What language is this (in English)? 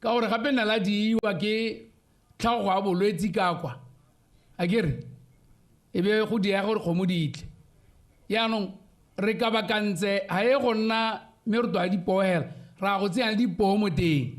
Tswana